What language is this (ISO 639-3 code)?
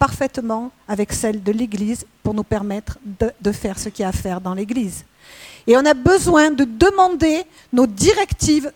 fra